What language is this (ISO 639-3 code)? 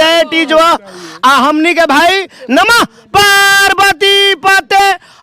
bho